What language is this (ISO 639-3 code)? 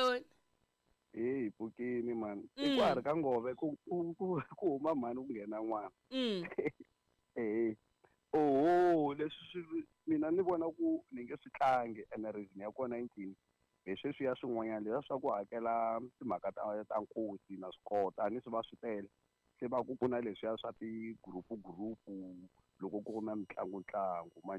tso